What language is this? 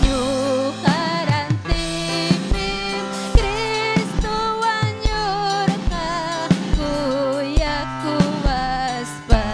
Ayacucho Quechua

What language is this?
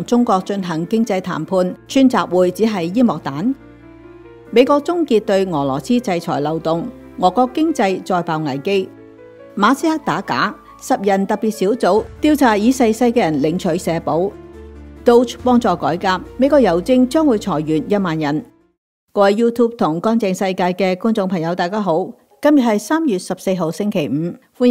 Cantonese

